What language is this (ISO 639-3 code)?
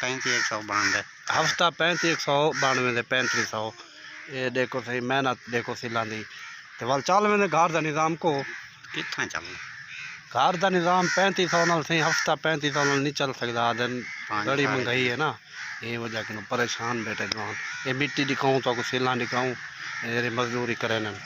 skr